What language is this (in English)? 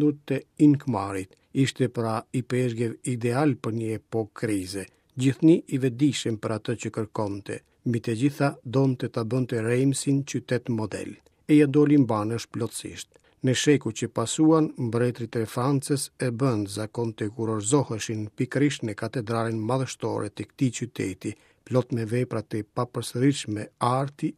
Albanian